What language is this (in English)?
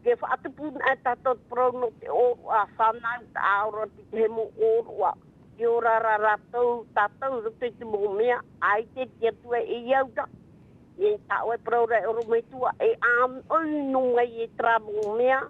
Tahitian